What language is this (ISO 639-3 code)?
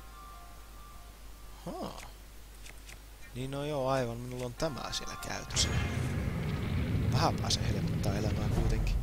fin